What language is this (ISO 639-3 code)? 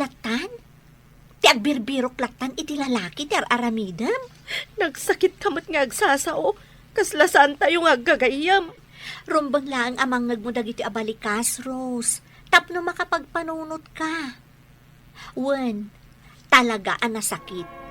ilo